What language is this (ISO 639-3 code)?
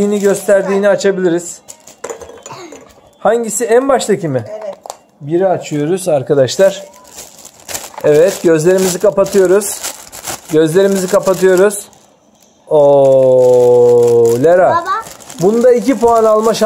tur